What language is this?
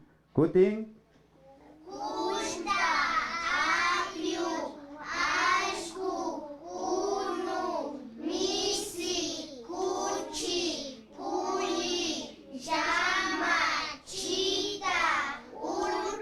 Imbabura Highland Quichua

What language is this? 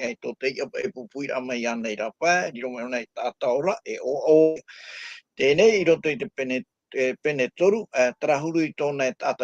Tahitian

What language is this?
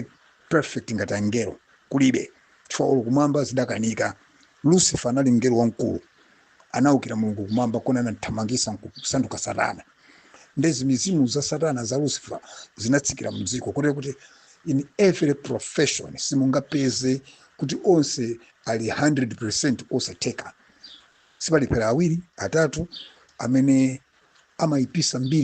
Nyanja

